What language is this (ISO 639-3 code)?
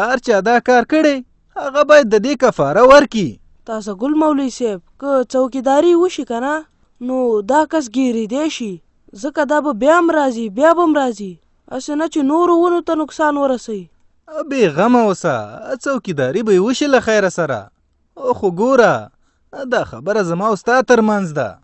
pus